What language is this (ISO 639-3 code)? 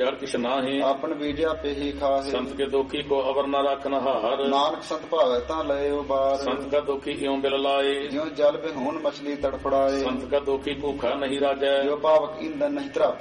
pan